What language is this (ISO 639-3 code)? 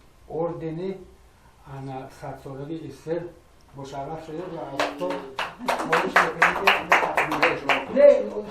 tgk